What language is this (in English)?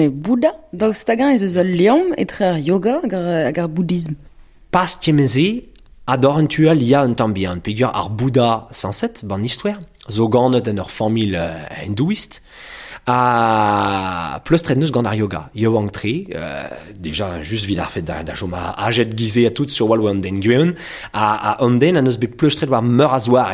Breton